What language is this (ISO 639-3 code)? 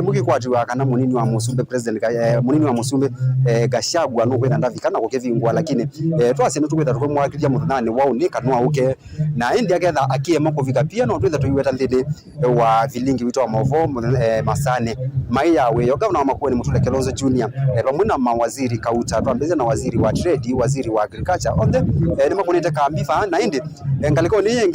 kam